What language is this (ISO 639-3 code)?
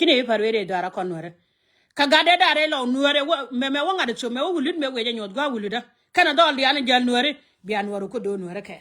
nus